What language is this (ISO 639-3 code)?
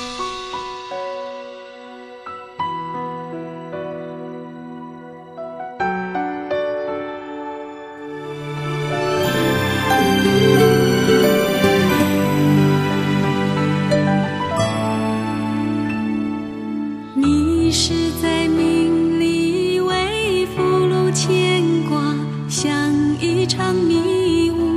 zho